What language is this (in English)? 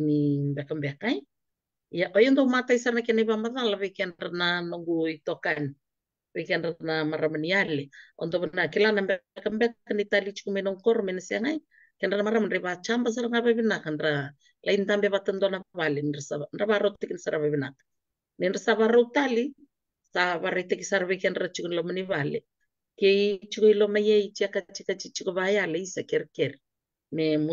Fijian